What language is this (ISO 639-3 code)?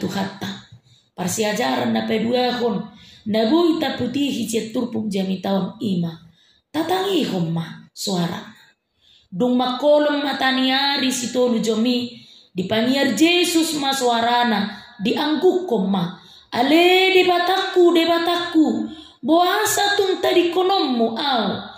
bbc